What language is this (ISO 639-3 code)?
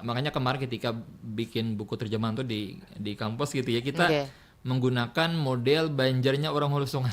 bjn